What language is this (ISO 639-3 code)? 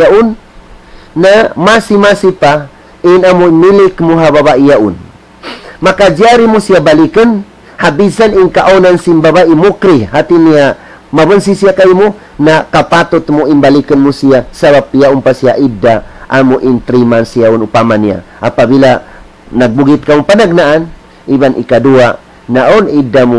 tsg